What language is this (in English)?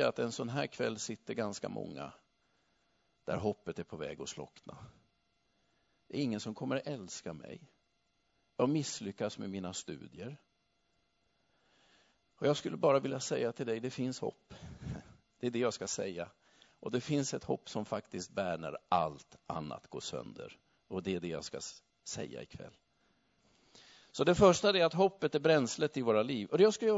Swedish